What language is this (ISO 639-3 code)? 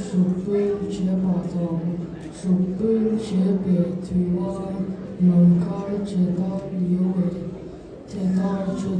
bod